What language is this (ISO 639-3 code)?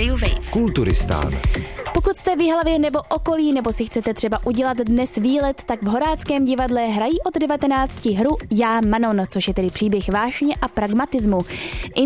ces